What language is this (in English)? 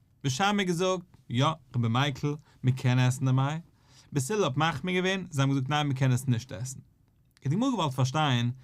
Yiddish